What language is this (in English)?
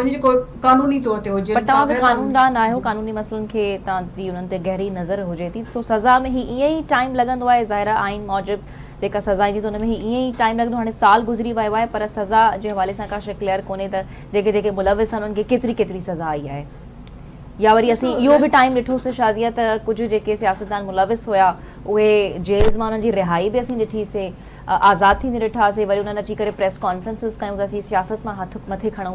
Sindhi